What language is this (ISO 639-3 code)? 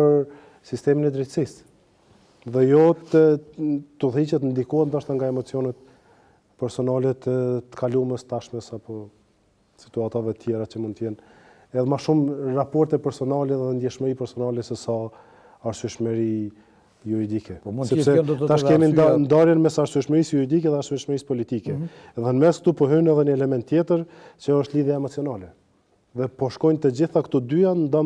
sqi